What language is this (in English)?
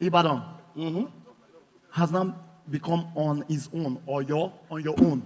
Nigerian Pidgin